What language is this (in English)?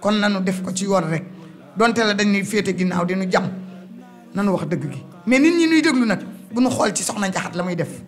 Wolof